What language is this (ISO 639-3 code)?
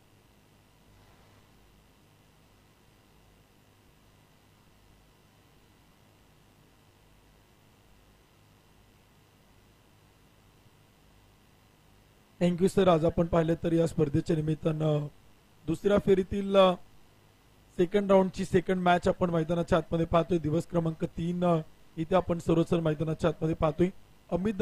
mar